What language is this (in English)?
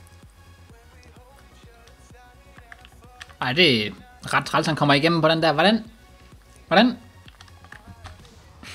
Danish